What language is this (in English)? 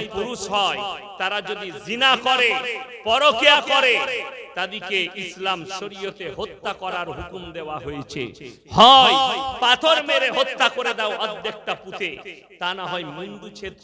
Bangla